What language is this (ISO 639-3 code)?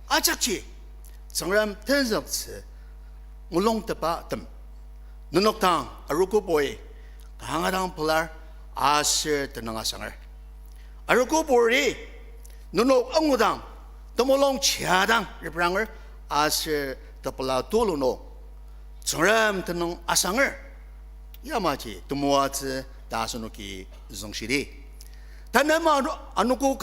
njo